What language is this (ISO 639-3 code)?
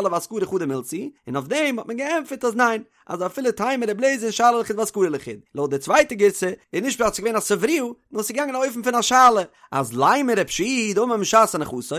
yid